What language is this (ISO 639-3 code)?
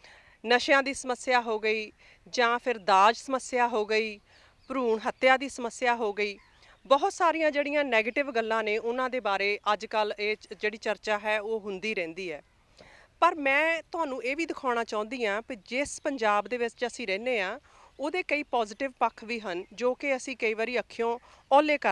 pan